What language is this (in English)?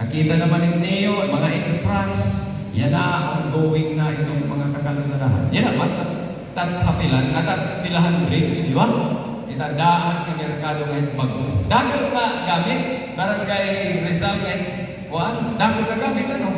Waray